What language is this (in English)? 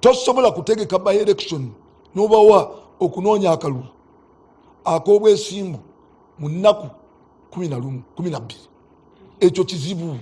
Ganda